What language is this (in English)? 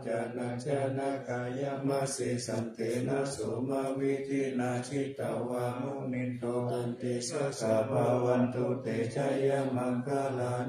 Pali